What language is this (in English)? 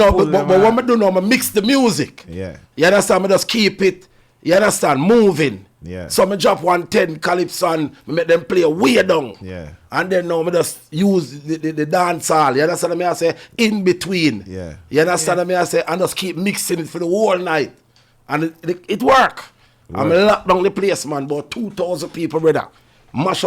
Jamaican Creole English